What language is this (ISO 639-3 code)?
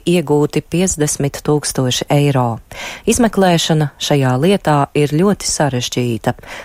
lav